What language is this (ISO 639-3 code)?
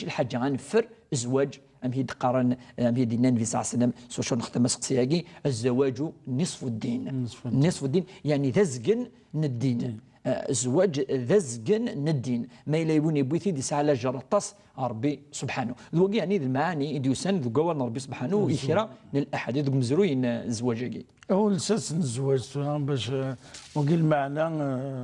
kab